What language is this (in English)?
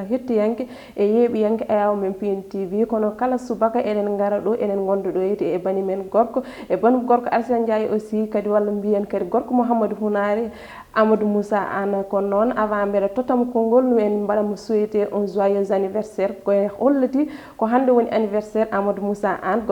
Fula